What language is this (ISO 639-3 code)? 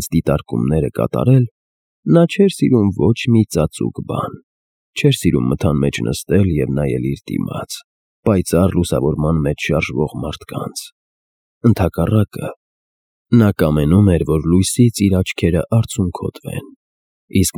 hye